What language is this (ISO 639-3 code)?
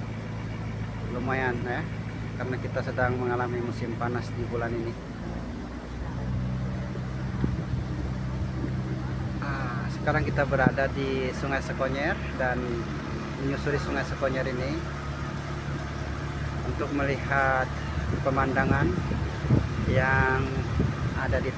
ind